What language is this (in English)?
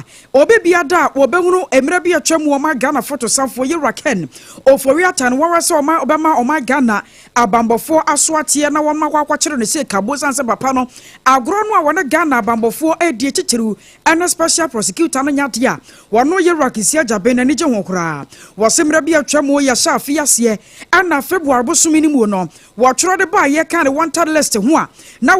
Akan